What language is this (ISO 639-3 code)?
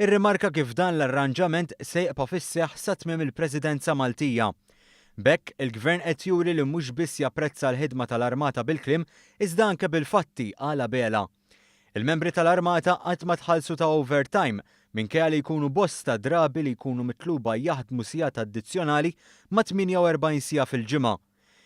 mlt